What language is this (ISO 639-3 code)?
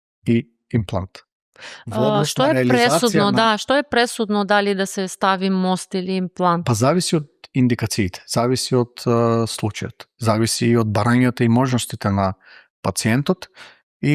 mkd